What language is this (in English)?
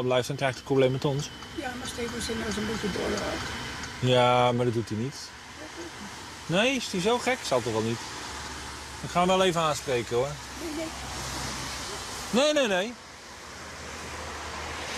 Dutch